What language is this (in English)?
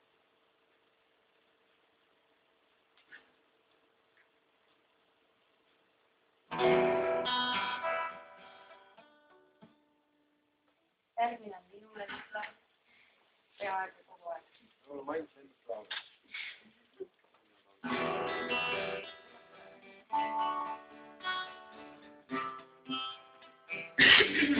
Estonian